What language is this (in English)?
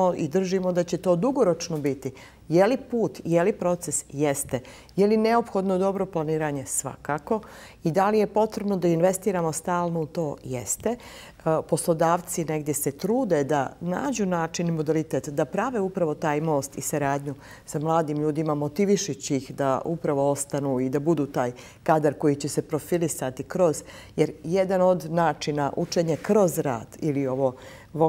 Bosnian